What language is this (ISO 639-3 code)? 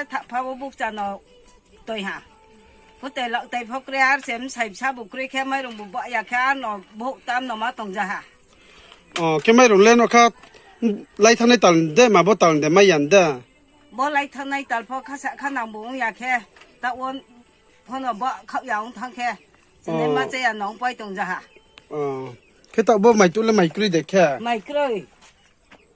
ria